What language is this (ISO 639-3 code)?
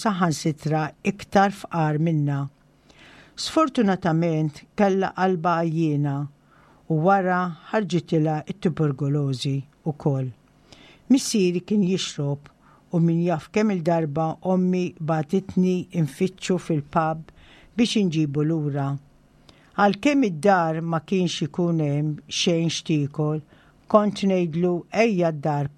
mlt